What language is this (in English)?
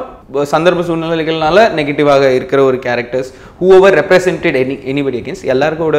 Tamil